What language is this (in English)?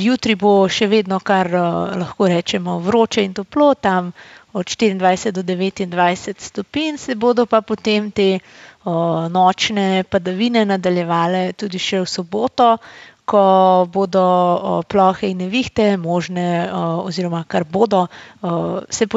Slovenian